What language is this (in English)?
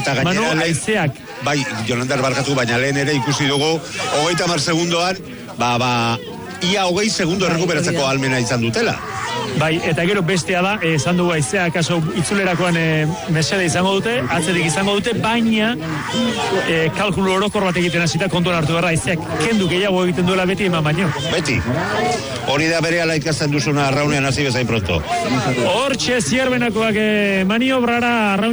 Basque